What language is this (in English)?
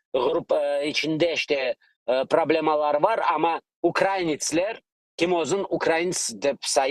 Crimean Tatar